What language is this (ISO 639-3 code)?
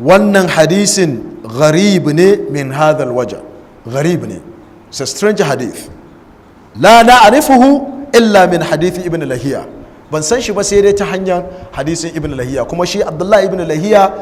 hau